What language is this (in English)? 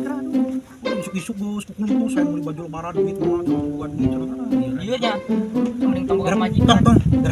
Sundanese